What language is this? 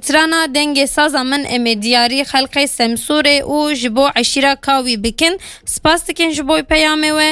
Kurdish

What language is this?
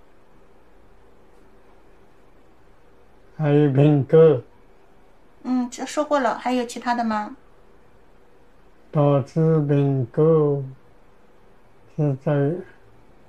Chinese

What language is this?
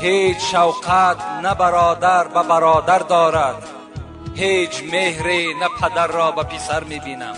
Tajik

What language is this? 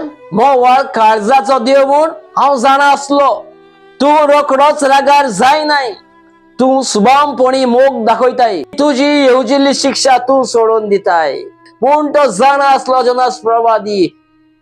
Konkani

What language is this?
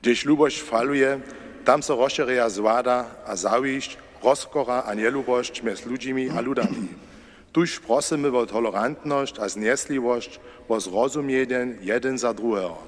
Upper Sorbian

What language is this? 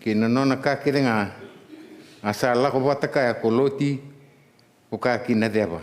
Fijian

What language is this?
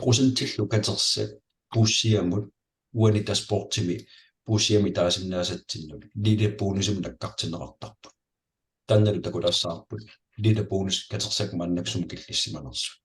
Kalaallisut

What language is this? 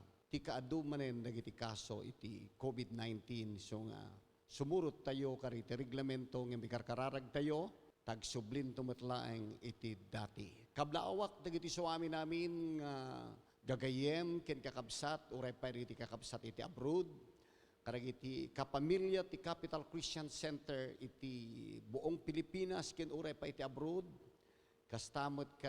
Iloko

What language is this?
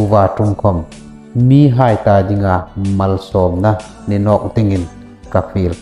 Hmar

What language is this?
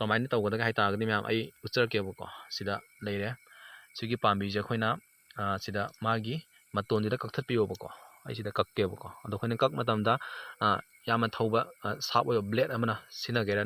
Manipuri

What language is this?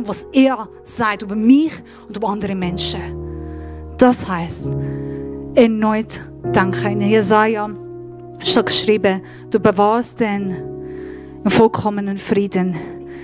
Swiss German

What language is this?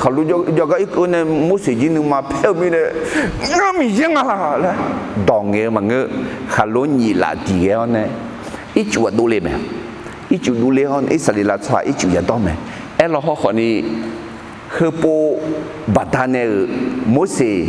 Akha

